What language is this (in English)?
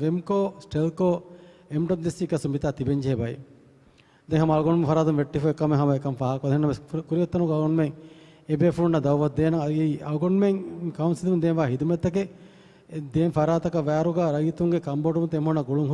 Divehi